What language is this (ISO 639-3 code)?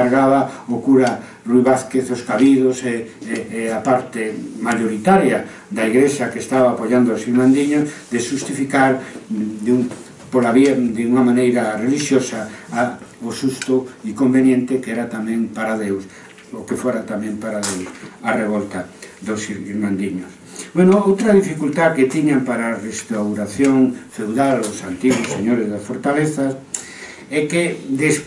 glg